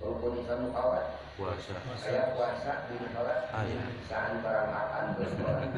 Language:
Sundanese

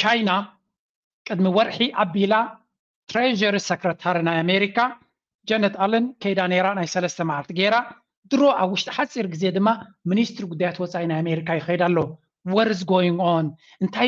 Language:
Tigrinya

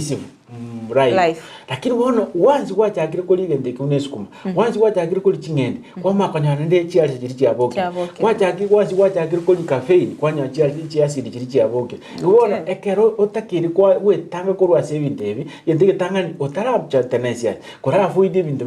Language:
Gusii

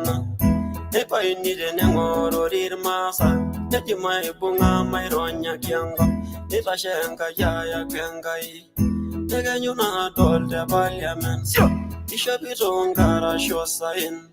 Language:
Masai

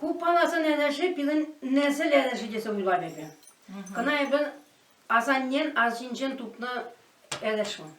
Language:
Chuvash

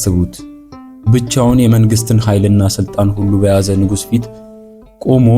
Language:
Amharic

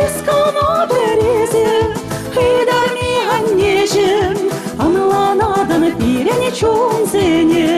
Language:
Chuvash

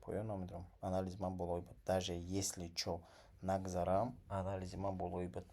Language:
Tajik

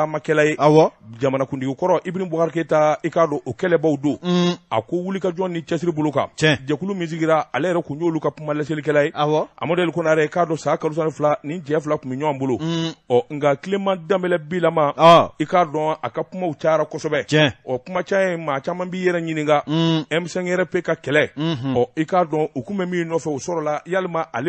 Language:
Bambara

